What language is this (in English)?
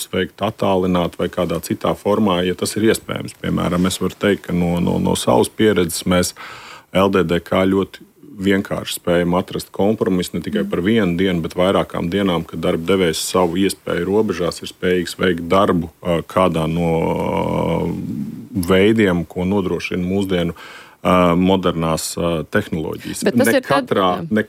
Latvian